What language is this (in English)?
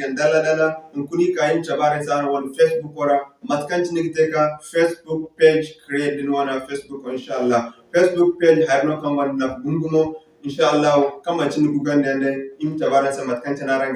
Zarma